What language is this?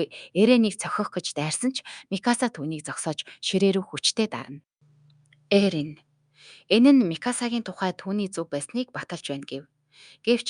Mongolian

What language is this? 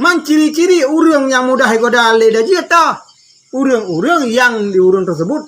Achinese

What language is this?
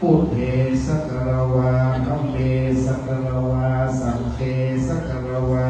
Pali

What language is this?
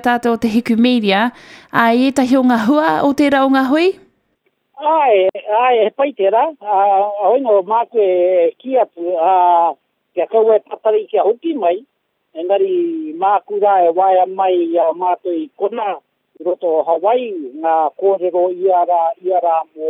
Māori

